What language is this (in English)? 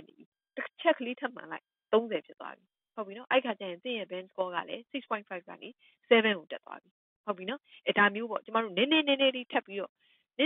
Burmese